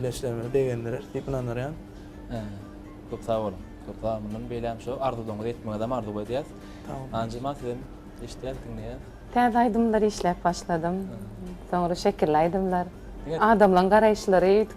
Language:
Turkmen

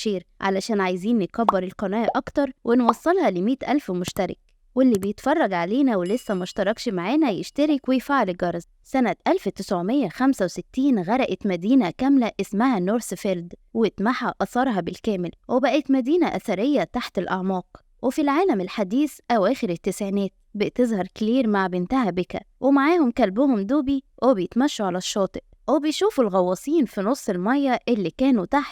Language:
Egyptian Arabic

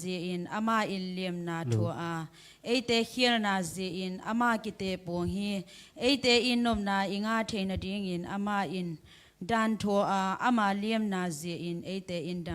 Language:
Tedim Chin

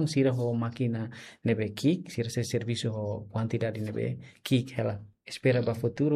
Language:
Tetum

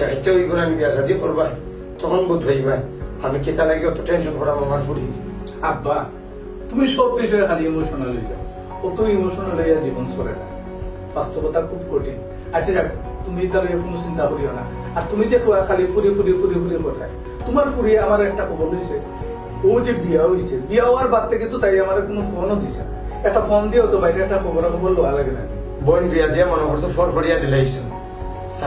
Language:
Sylheti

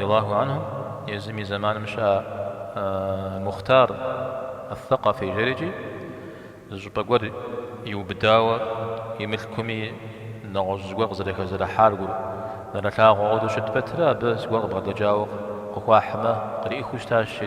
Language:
Kabardian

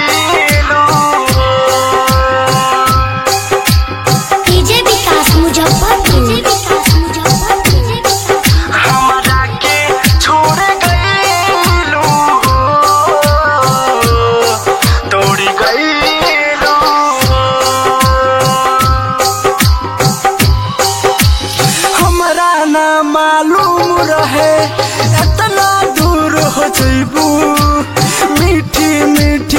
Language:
Bhojpuri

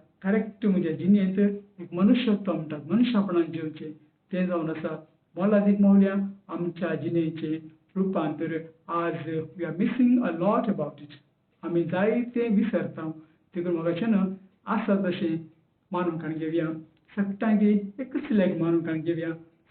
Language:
Konkani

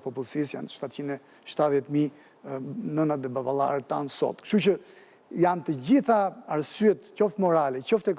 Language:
Albanian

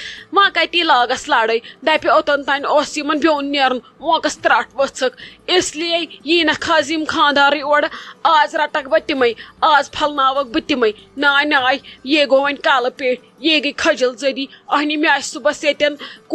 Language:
Kashmiri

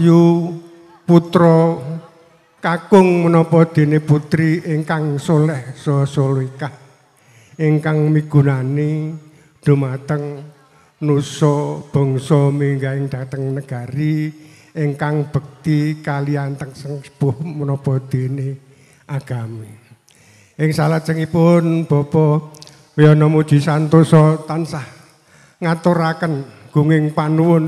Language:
Javanese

